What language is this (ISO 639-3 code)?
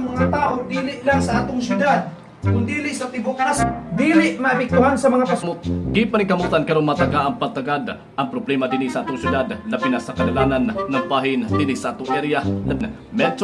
ceb